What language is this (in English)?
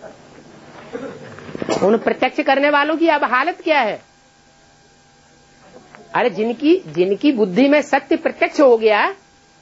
Hindi